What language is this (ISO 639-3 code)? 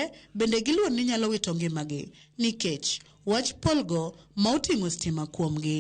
luo